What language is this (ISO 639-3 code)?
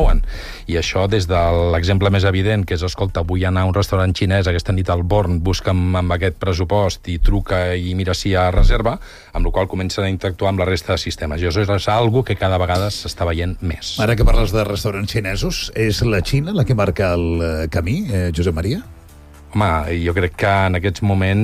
cat